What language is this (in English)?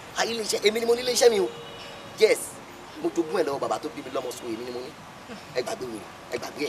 Yoruba